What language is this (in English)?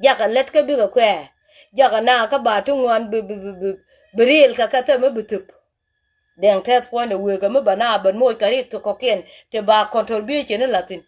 Nuer